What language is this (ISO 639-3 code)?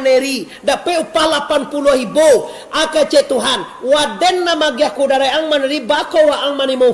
min